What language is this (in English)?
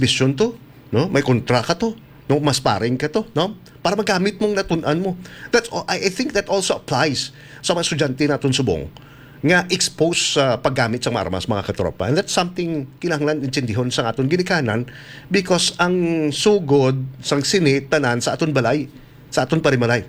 Hiligaynon